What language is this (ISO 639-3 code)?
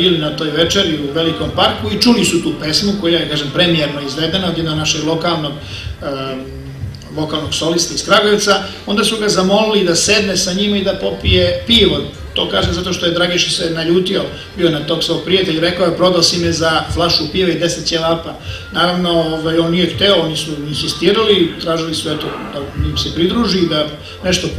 srp